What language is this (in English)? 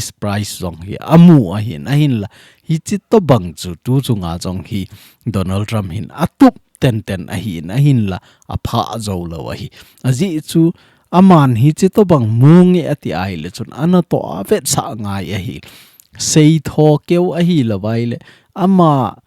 Thado Chin